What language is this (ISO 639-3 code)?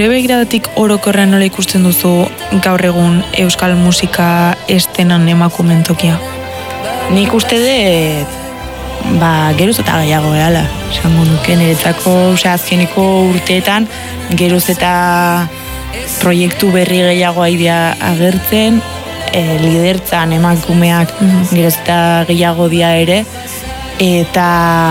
eus